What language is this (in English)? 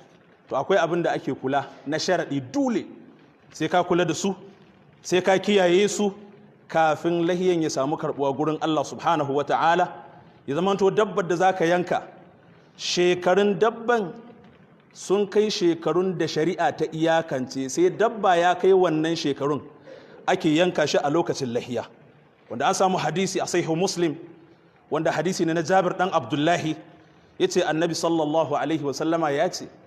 Hausa